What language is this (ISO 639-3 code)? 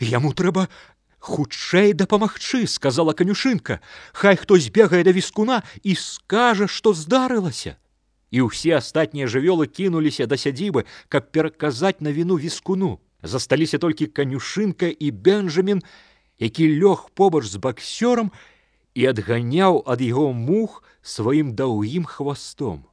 bel